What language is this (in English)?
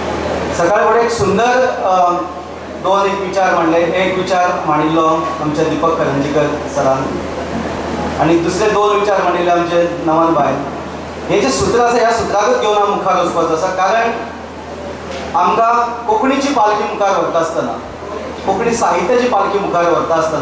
Konkani